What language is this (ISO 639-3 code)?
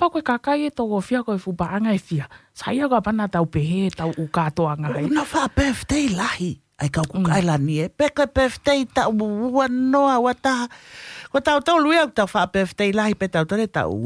ton